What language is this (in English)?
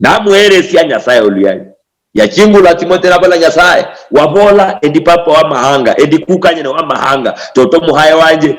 Luyia